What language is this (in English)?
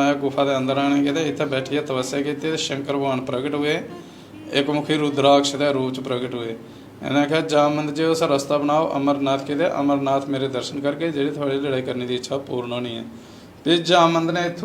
Dogri